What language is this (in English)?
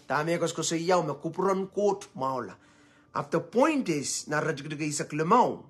Pohnpeian